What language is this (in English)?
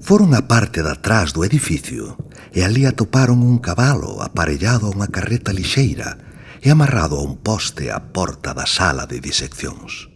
Galician